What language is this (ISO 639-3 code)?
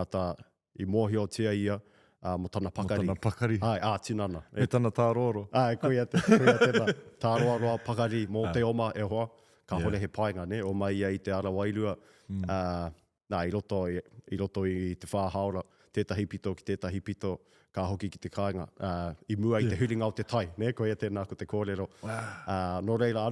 mri